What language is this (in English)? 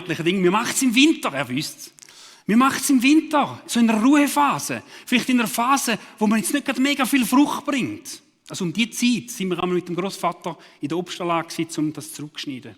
Swiss German